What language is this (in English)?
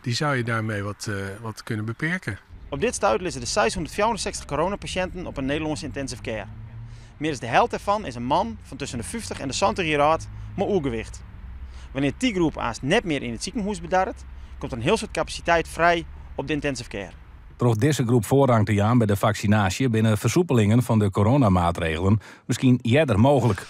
Western Frisian